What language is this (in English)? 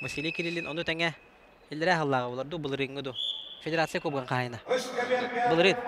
Yakut